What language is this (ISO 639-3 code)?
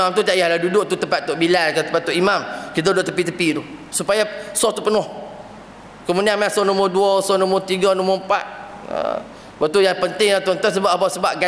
msa